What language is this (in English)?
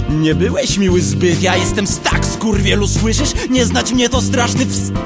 Polish